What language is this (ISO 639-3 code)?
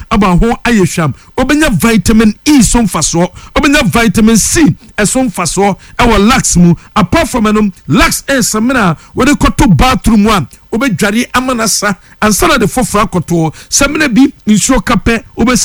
aka